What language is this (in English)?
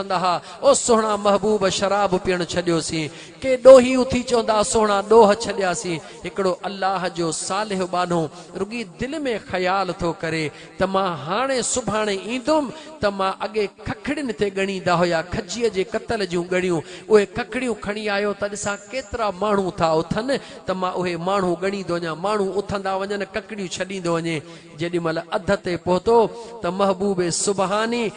Sindhi